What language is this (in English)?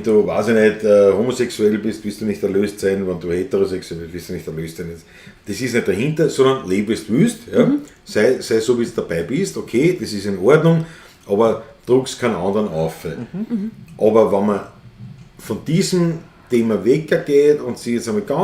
Bavarian